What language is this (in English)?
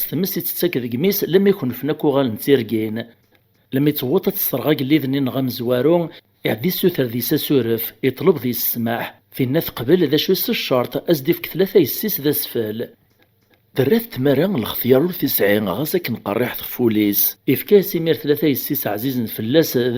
Kabyle